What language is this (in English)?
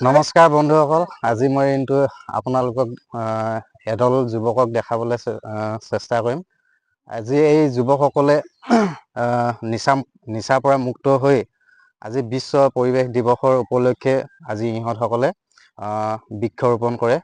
Assamese